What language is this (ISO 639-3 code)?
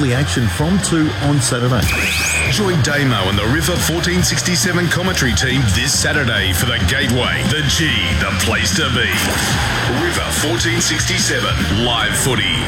eng